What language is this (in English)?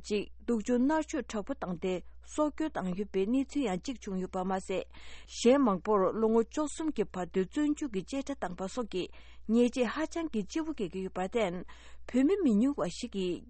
Tibetan